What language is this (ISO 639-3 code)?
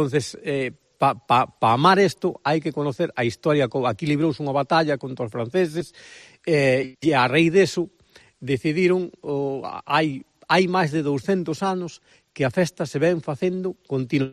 glg